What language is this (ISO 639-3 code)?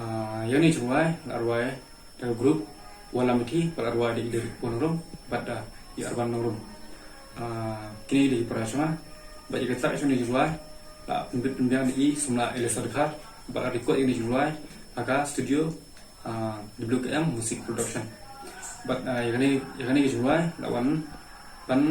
kha